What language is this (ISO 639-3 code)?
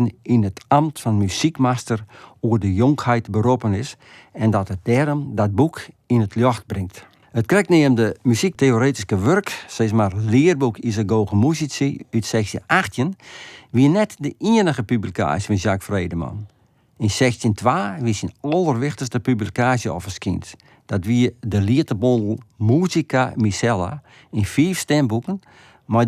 fry